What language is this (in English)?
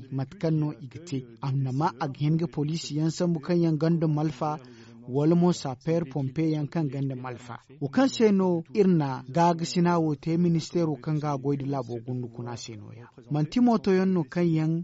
Zarma